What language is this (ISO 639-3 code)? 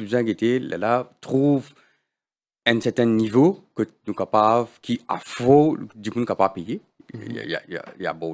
mfe